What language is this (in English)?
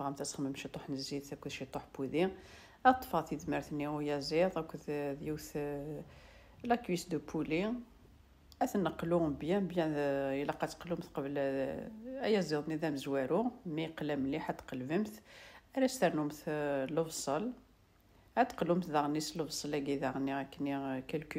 Kabyle